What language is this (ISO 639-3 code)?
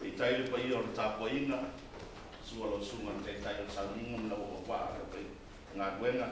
smo